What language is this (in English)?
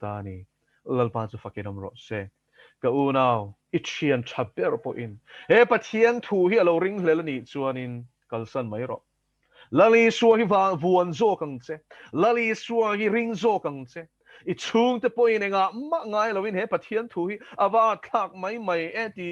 Mizo